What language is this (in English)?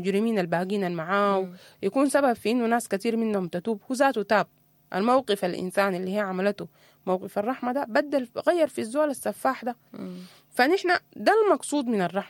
Sudanese Arabic